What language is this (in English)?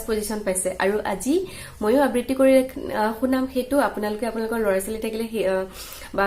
Assamese